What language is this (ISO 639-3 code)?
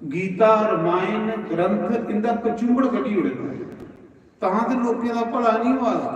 doi